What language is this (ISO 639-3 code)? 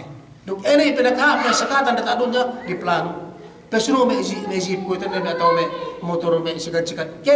yka